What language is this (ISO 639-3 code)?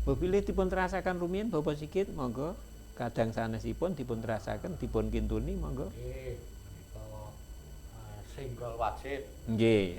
jav